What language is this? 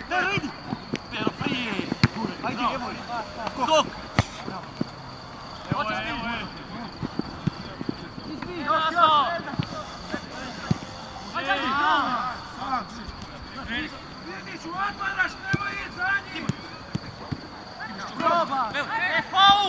Croatian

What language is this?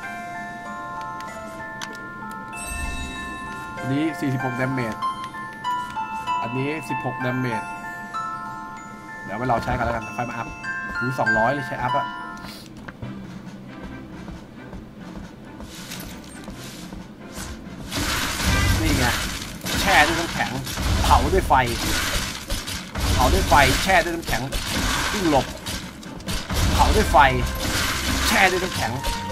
Thai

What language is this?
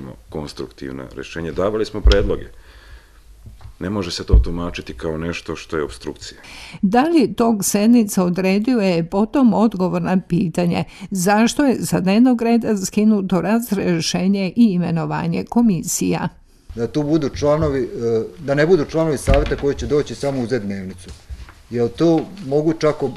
Serbian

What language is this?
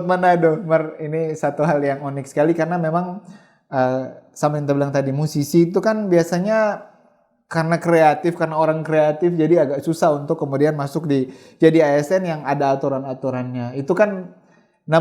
Manado Malay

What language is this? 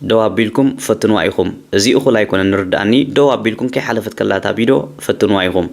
Tigrinya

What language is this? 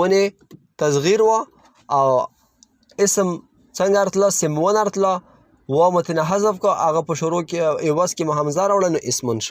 Pashto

